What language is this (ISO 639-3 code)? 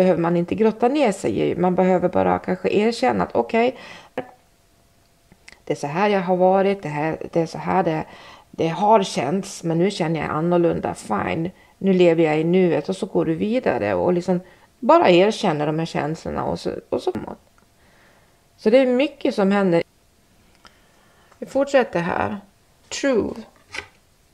swe